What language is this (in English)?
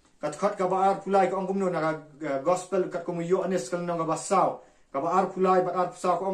Khasi